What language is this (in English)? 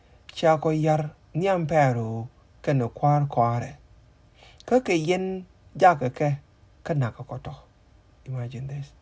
Nuer